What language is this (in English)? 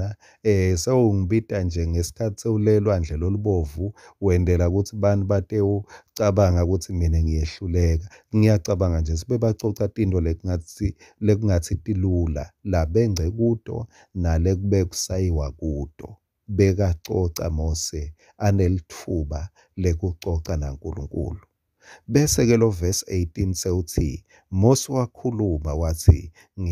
Swati